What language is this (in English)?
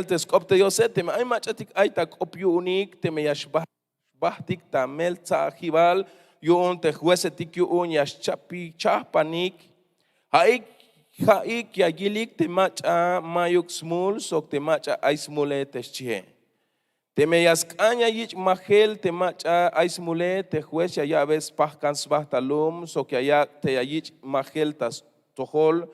Tzeltal